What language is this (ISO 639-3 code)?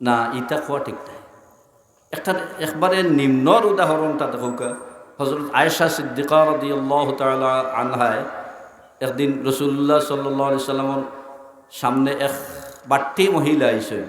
syl